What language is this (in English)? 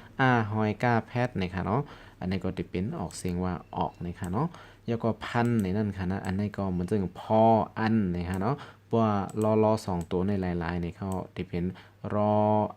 Shan